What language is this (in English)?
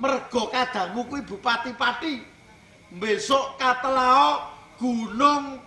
Javanese